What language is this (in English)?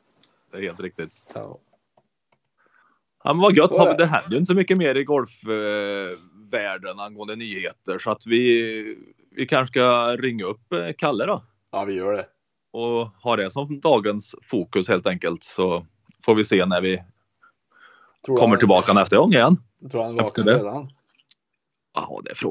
Swedish